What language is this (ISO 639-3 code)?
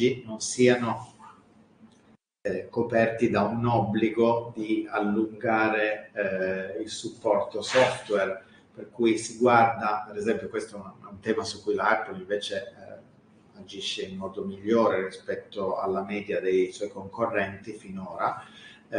ita